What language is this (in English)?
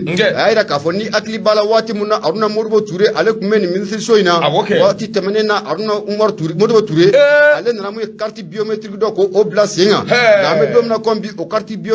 Bambara